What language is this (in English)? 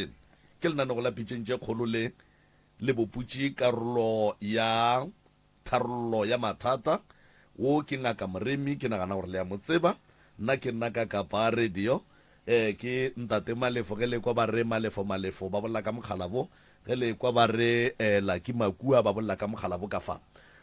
Northern Sotho